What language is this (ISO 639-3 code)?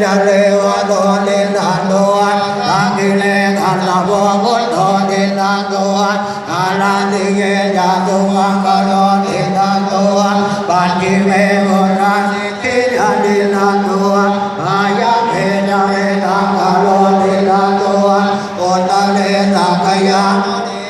pli